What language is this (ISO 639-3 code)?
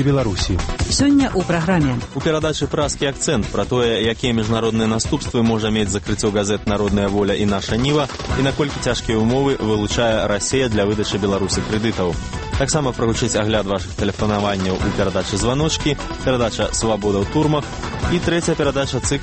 bel